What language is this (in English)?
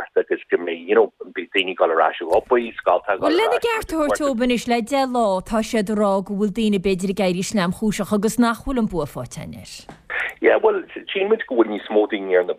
Irish